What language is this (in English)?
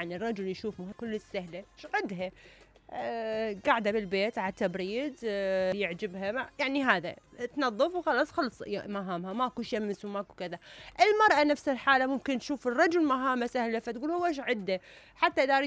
Mesopotamian Arabic